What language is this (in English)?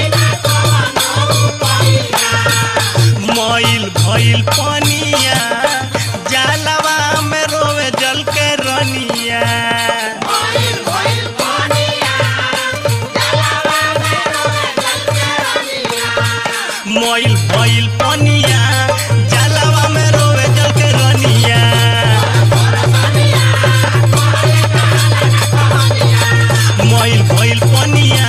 Bhojpuri